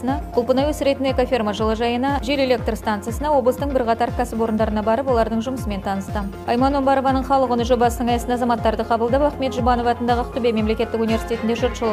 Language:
Kazakh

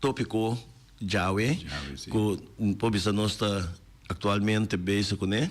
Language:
Papiamento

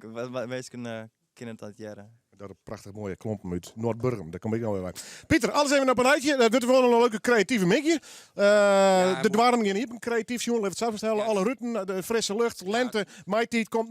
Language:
Western Frisian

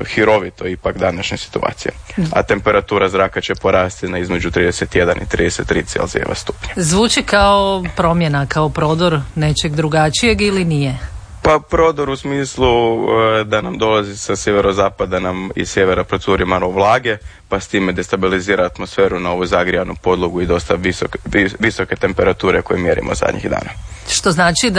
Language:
Croatian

